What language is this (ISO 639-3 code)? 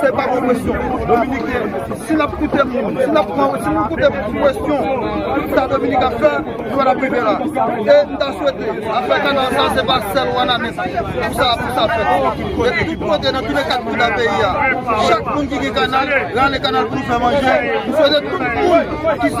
hat